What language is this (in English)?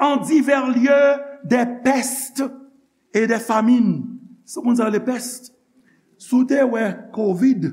Haitian Creole